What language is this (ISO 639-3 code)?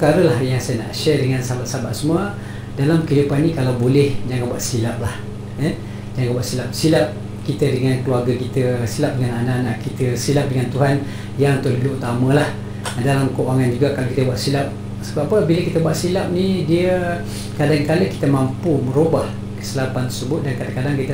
msa